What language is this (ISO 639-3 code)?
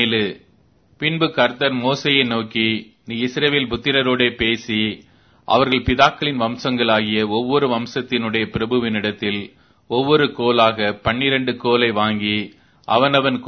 tam